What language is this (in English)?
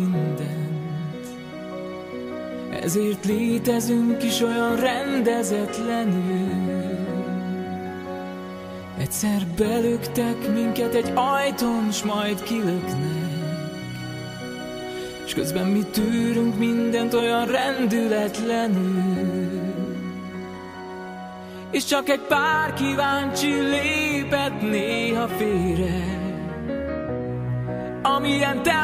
Hungarian